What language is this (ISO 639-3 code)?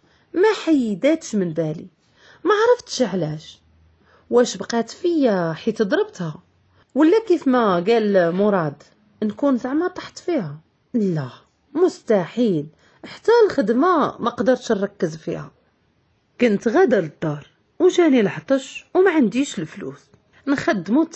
ary